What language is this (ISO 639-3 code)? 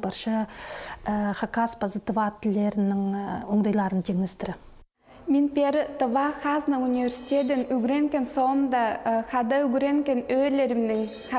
kjh